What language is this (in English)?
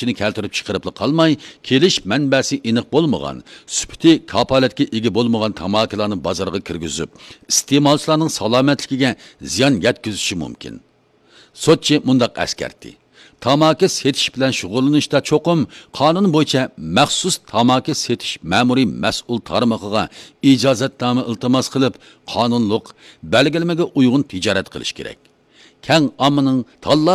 Uyghur